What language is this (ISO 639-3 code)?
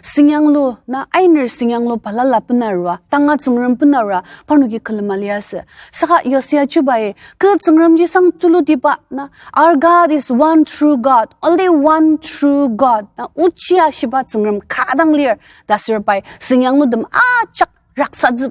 njo